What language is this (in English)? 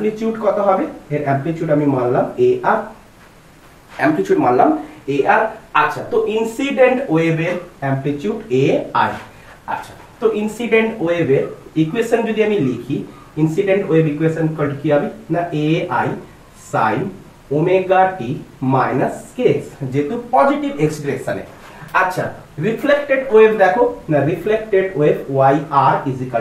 Bangla